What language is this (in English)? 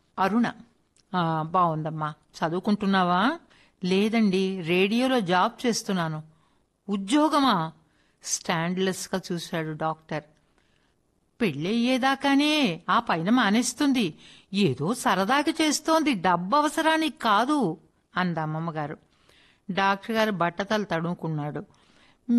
Telugu